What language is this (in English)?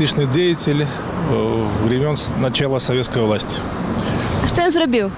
Belarusian